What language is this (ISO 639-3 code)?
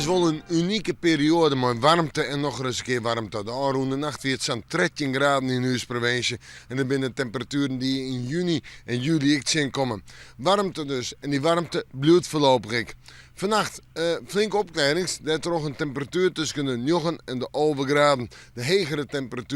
fry